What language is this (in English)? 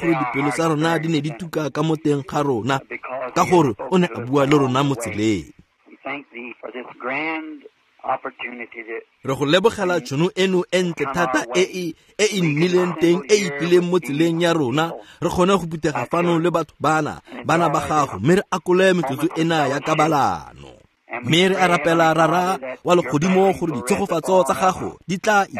Tswana